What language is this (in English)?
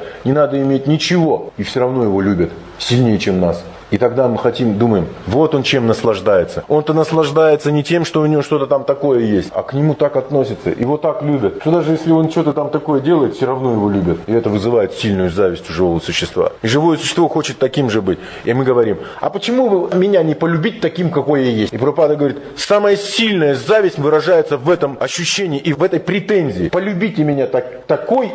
Russian